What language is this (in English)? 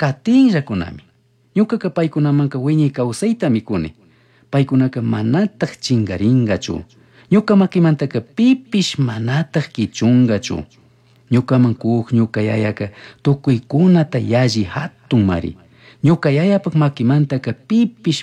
Chimborazo Highland Quichua